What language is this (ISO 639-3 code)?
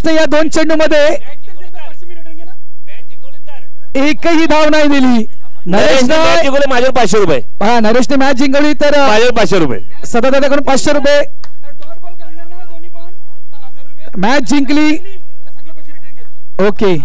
mar